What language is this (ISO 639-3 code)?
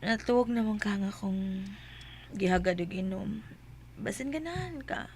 ceb